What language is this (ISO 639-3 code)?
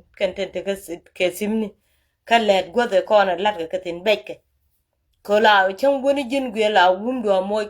nus